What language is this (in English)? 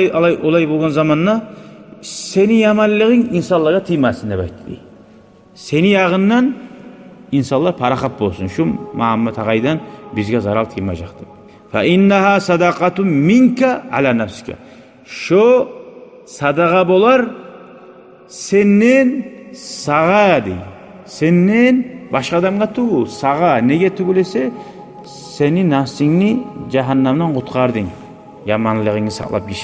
Kumyk